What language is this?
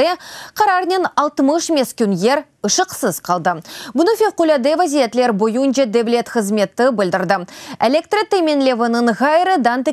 Crimean Tatar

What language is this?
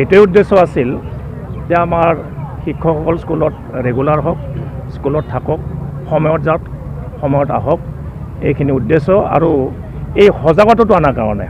Assamese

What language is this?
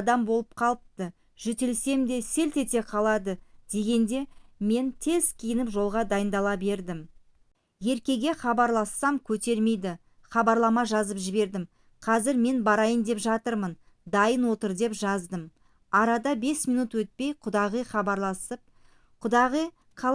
Kazakh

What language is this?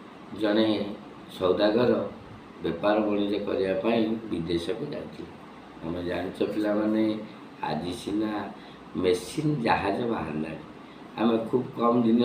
Odia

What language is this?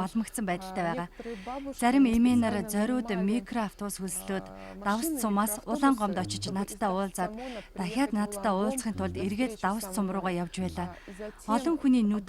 Mongolian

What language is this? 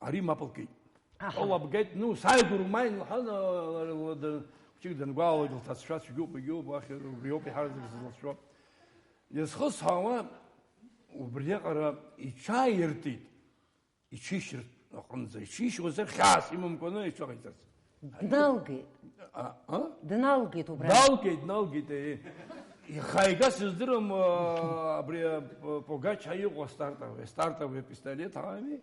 Abkhazian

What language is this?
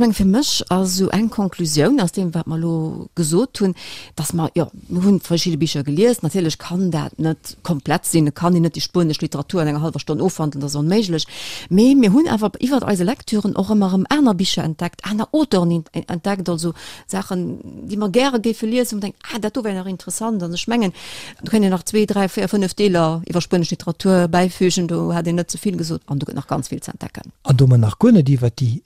Luxembourgish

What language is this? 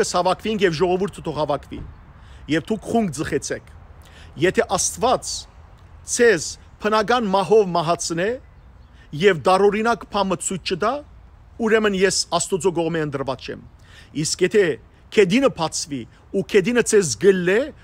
Western Armenian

